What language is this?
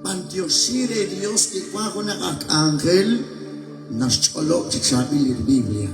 Kekchí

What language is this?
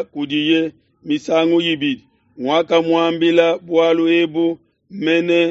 Luba-Lulua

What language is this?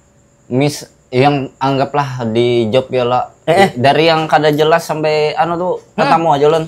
Banjar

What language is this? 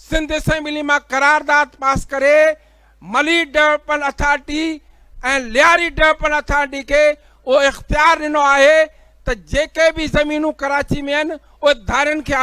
Sindhi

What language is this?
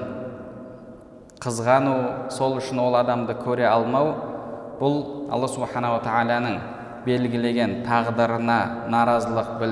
Kazakh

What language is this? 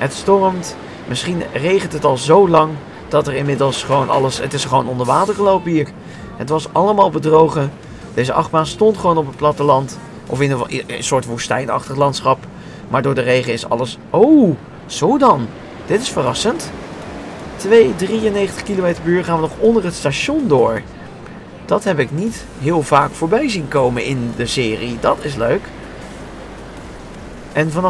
Dutch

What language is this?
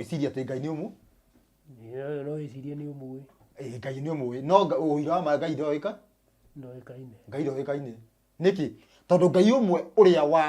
Kikuyu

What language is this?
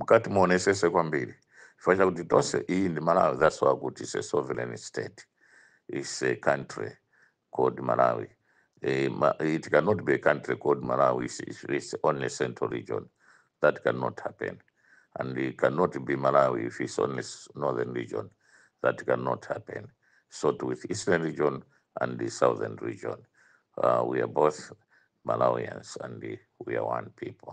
Nyanja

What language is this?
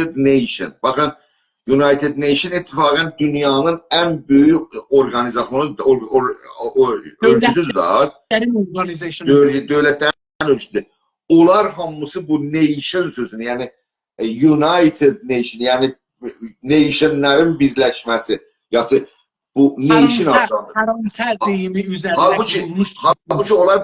South Azerbaijani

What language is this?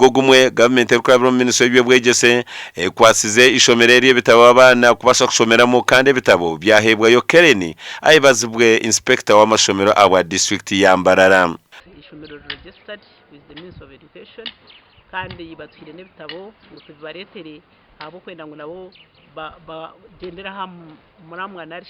Nyankole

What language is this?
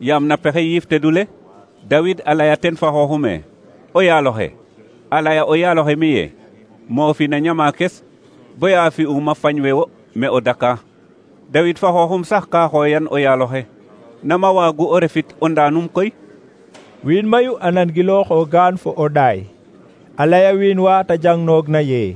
Serer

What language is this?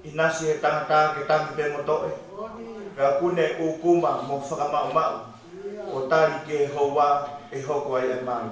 Tongan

